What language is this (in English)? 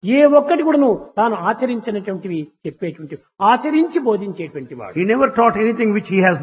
Telugu